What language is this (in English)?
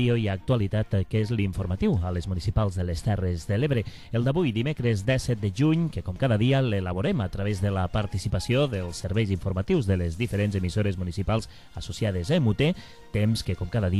Catalan